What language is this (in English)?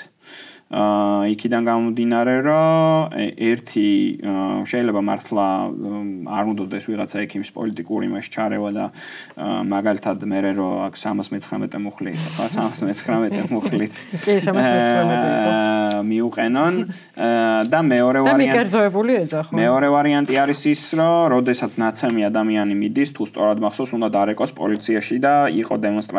Georgian